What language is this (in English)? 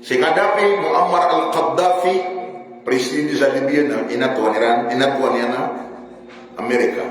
Maranao